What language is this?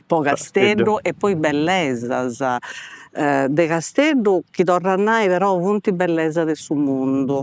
Sardinian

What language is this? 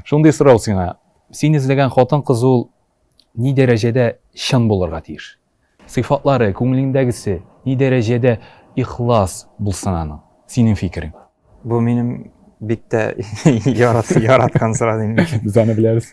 Tatar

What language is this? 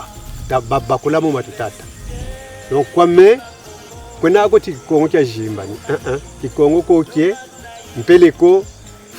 Kongo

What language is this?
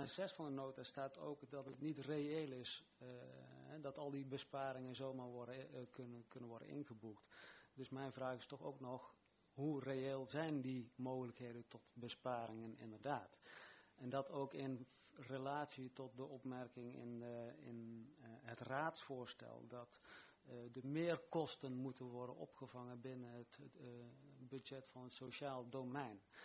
Dutch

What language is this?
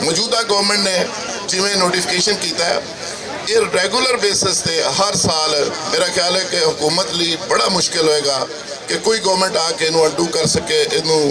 Western Panjabi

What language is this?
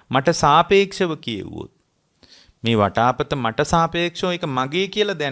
Sinhala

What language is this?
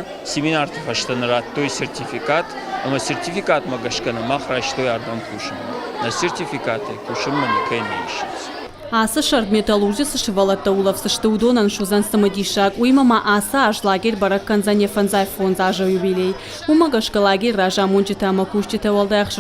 Ossetic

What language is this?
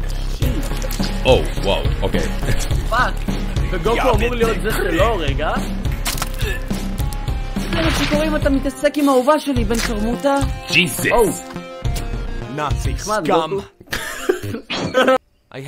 Hebrew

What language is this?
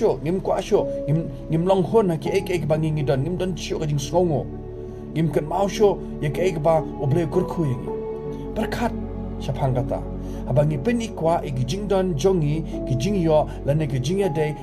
Khasi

